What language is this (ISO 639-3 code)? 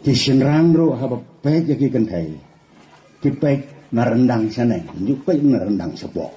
kha